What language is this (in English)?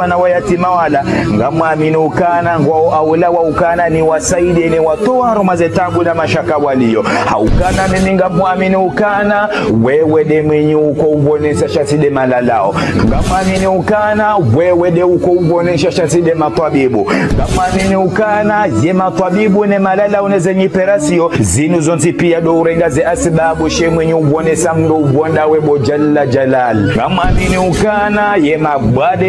Ngazidja Comorian